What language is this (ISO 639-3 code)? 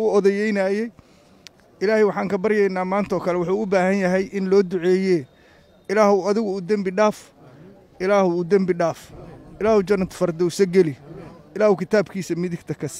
som